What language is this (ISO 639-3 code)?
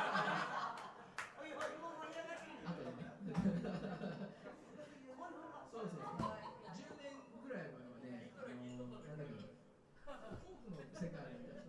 jpn